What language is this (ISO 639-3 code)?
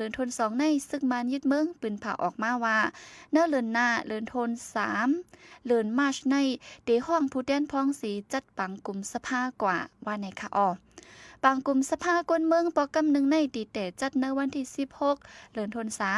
shn